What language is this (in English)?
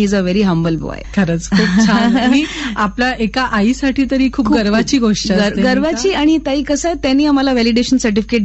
Marathi